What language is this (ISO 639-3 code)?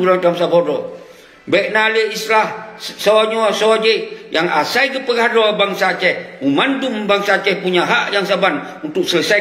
ace